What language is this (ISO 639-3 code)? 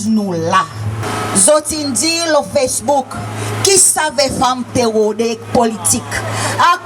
crs